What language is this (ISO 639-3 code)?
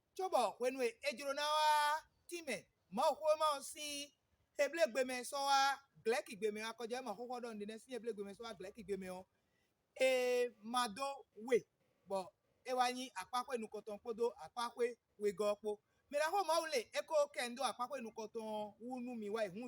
fon